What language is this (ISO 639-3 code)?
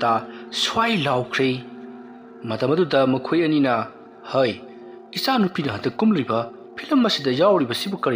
mni